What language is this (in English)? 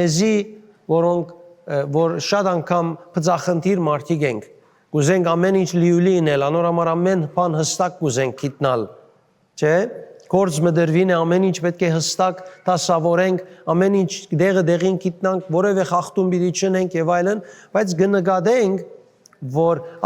Western Armenian